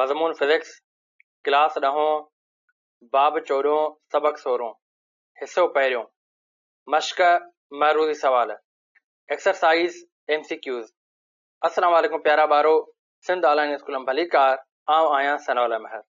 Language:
Sindhi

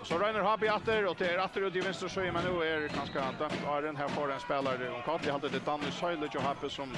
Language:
Faroese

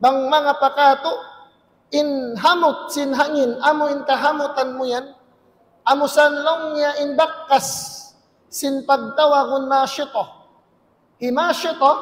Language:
Tausug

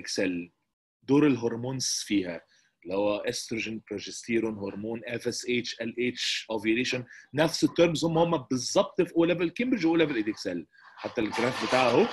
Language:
Egyptian Arabic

